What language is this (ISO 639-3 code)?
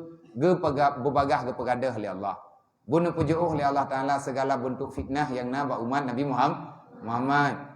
ace